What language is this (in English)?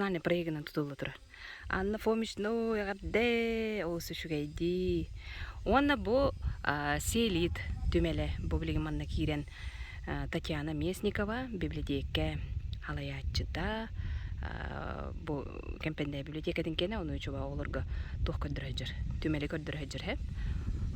Yakut